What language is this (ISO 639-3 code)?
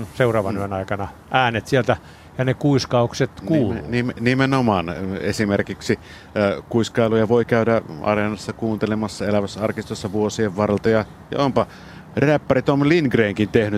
fin